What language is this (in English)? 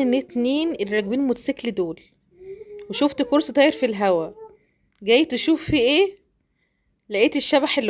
Egyptian Arabic